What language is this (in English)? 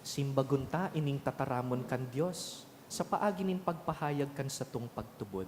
Bikol